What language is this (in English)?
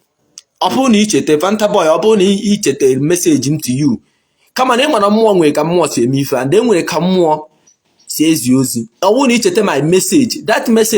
Igbo